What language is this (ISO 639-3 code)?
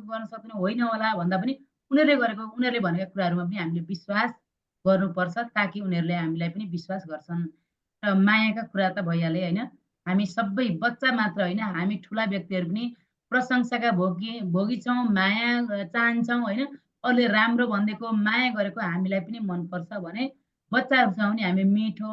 nep